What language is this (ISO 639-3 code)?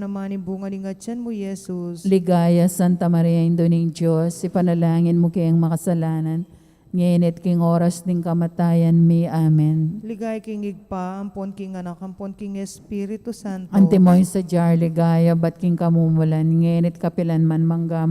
pam